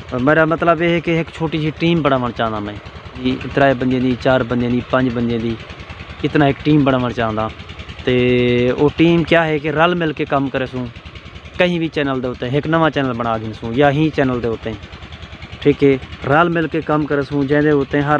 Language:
Saraiki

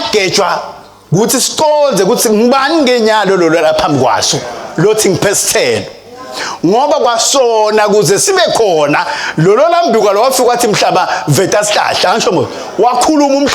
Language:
Swati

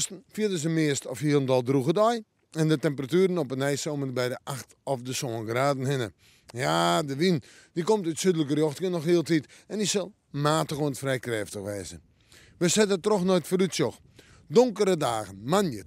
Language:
Western Frisian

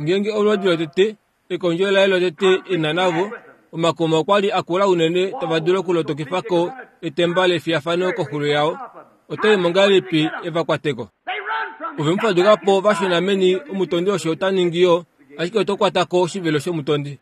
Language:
Kuanyama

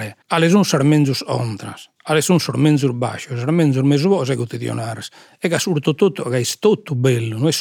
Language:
Sardinian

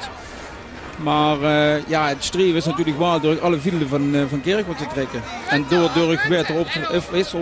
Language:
Limburgish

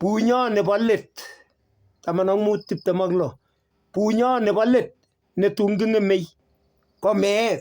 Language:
Kalenjin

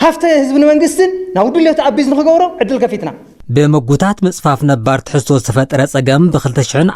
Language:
Tigrinya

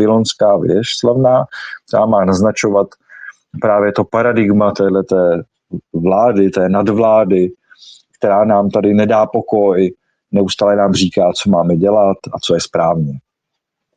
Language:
Czech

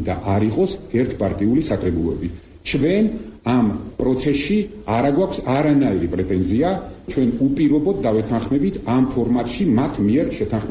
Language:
Georgian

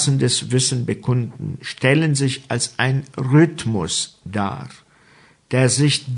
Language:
German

